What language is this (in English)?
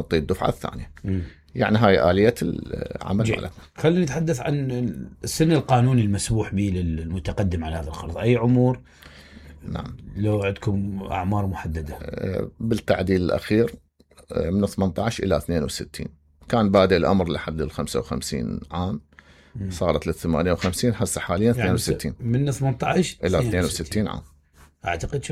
Mesopotamian Arabic